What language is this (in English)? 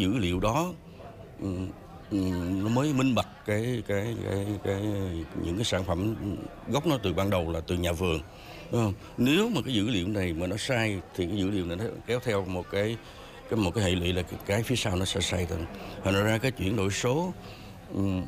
Vietnamese